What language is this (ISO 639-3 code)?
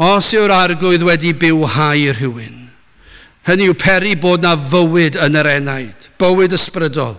cym